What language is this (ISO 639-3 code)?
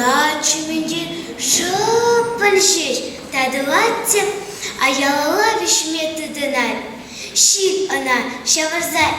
chv